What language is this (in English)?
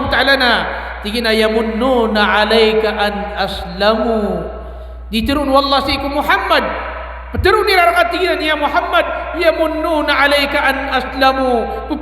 Maranao